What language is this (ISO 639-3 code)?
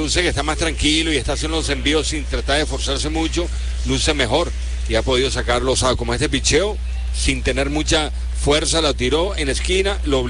spa